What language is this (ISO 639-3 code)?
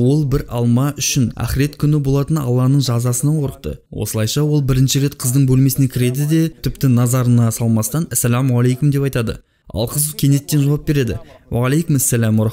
kaz